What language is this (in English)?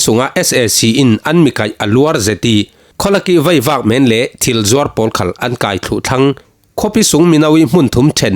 Falam Chin